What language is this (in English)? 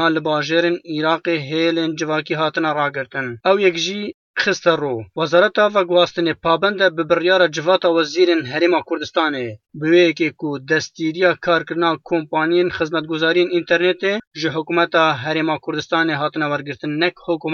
Kurdish